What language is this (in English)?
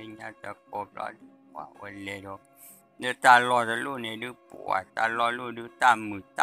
S'gaw Karen